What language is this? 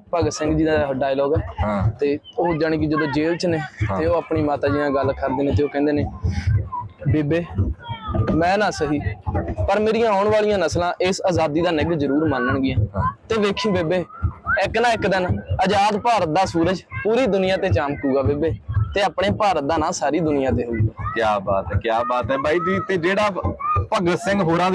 Punjabi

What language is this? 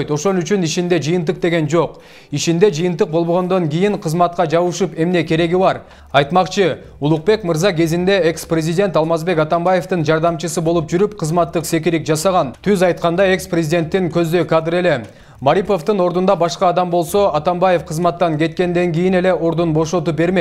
Kyrgyz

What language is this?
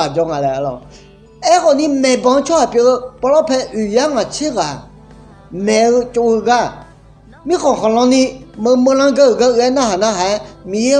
Akha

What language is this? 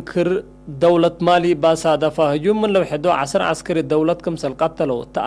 Tigre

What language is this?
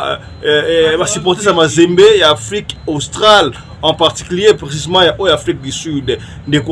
Lingala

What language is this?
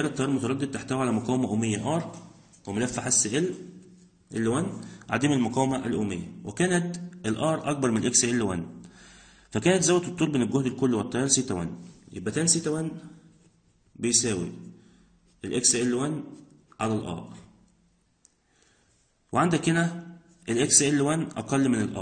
Egyptian Arabic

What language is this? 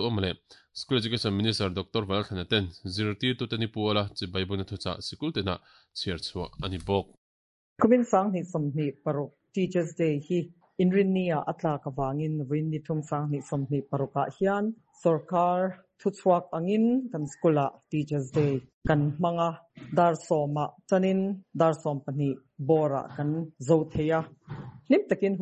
Mizo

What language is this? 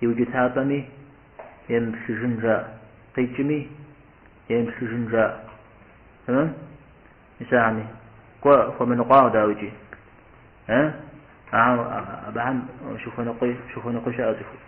Kabardian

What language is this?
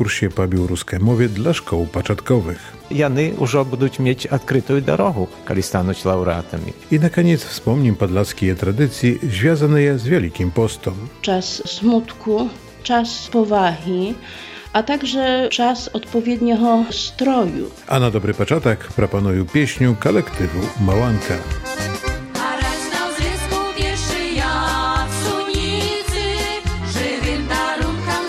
Polish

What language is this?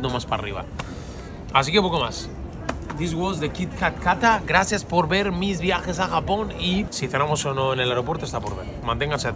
Spanish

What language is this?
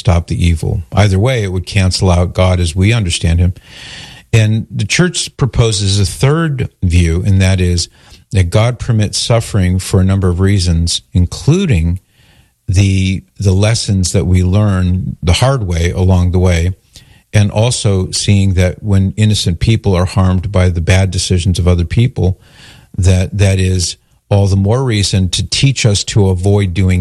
English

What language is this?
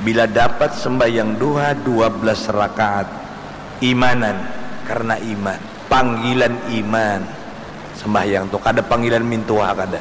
Banjar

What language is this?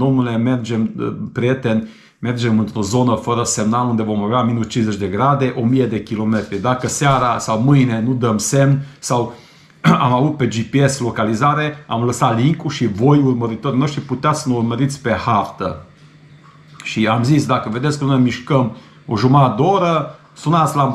Romanian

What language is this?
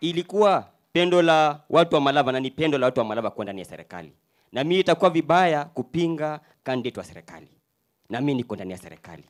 Swahili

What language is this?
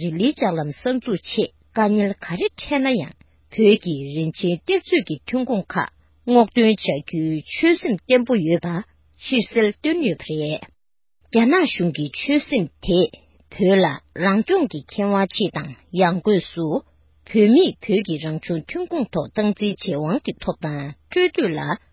Tibetan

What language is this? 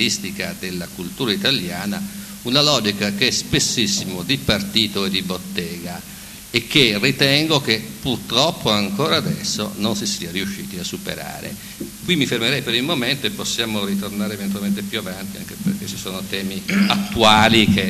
Italian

